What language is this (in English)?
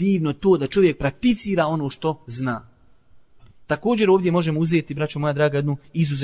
Bosnian